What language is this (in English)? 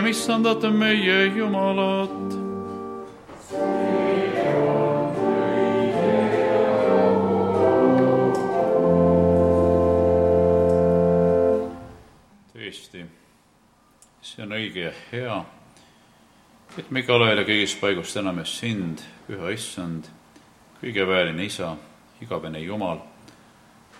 Estonian